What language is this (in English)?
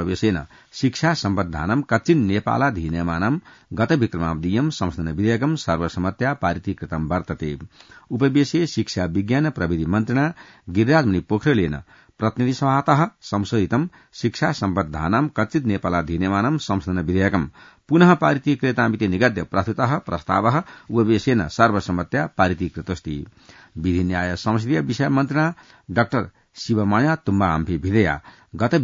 Sanskrit